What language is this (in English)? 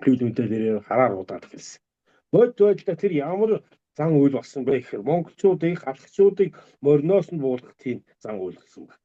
Mongolian